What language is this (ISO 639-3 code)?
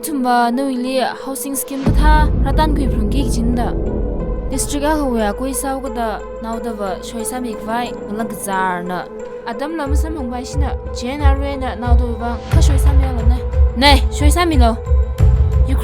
nmf